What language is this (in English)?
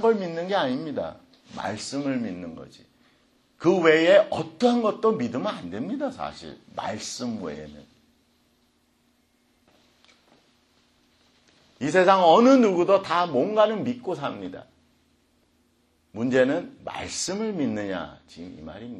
Korean